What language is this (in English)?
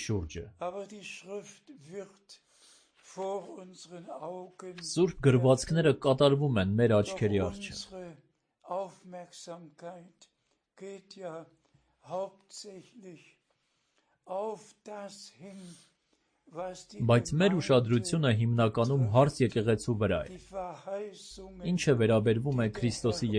Armenian